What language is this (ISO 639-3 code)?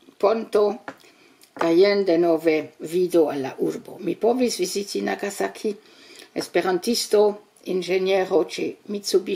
epo